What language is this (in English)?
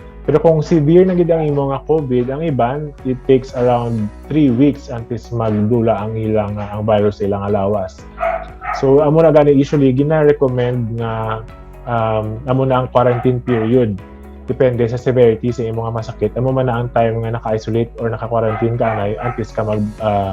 Hiligaynon